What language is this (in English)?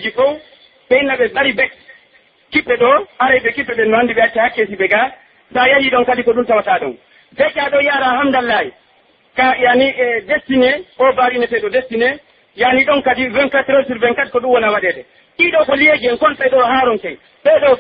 Pular